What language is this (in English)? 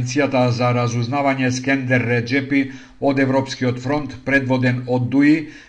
Macedonian